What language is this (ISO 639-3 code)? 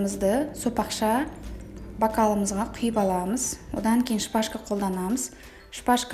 kaz